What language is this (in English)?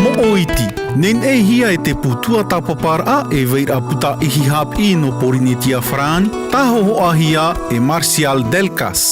Tahitian